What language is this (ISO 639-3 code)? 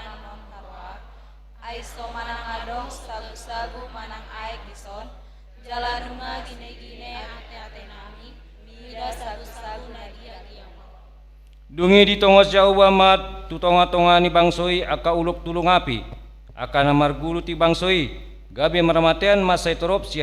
bbc